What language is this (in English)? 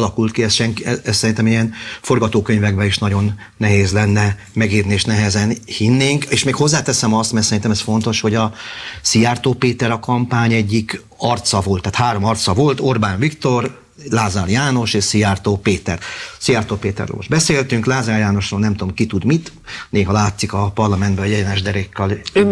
Hungarian